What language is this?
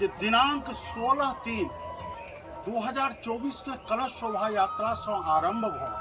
Maithili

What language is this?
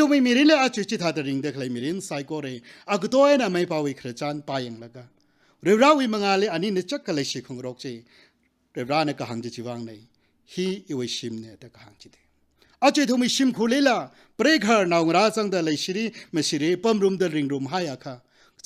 Tangkhul Naga (India)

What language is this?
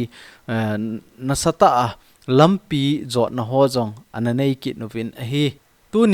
Thado Chin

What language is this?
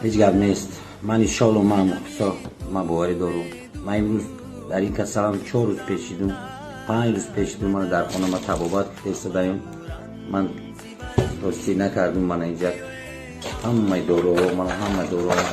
Tajik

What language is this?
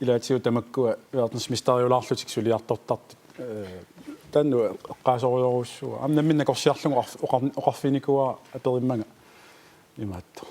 Kalaallisut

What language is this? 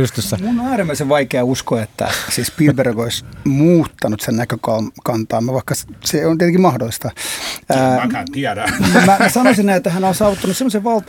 Finnish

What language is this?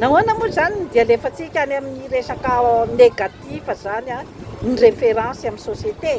Malagasy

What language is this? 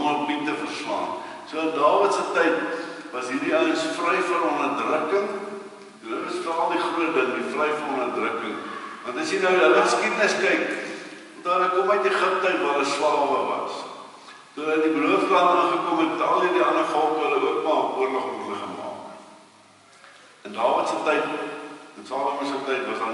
Afrikaans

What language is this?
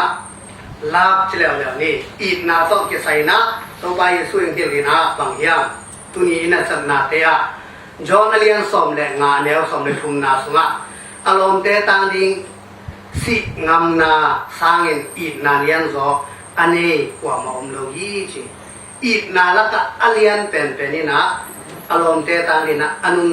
Tedim Chin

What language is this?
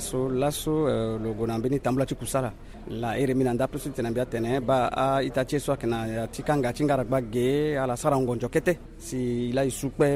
Sango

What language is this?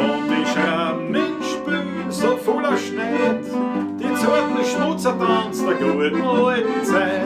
Bavarian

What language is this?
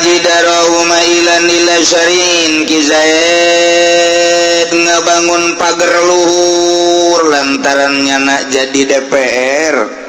Sundanese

